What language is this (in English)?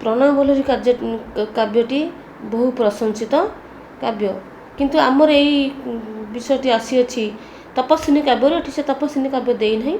Odia